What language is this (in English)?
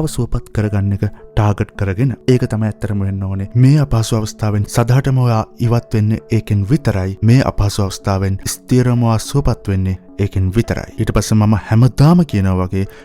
Sinhala